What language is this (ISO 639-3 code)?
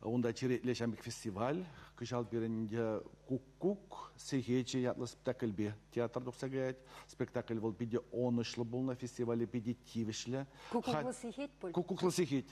chv